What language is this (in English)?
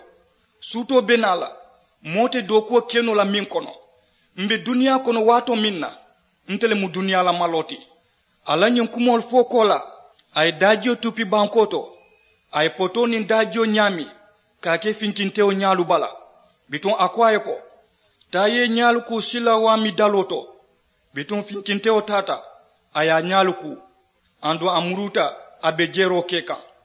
Mandingo